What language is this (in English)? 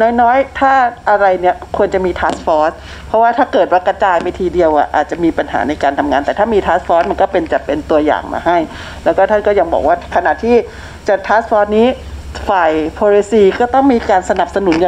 Thai